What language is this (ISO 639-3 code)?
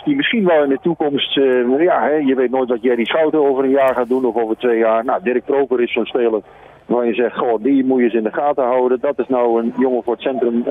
nld